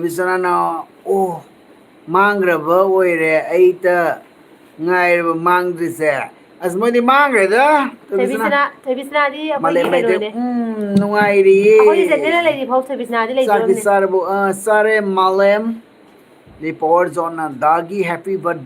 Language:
Manipuri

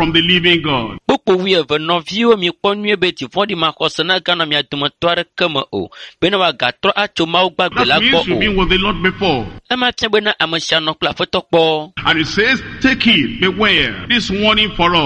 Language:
Ewe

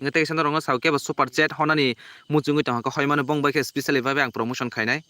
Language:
Kok Borok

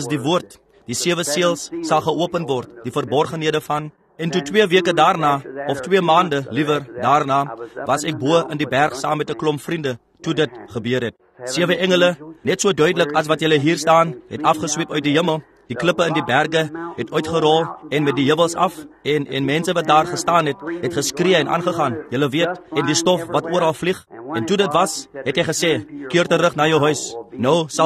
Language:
Afrikaans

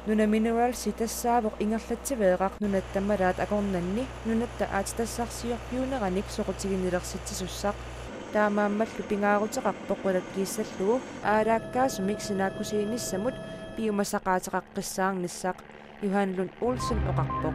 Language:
Kalaallisut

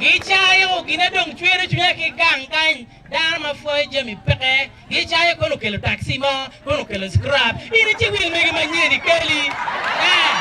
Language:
Acoli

